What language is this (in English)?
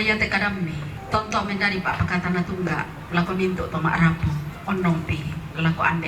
Toraja-Sa'dan